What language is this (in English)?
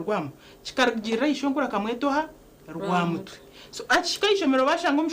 Nyankole